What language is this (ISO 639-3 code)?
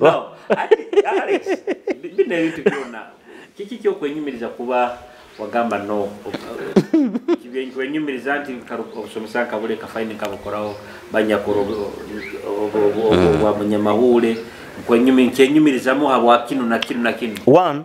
nyo